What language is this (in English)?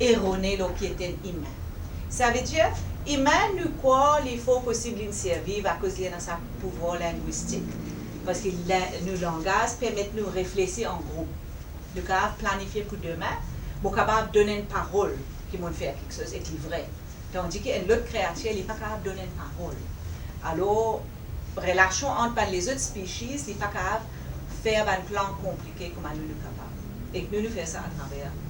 Morisyen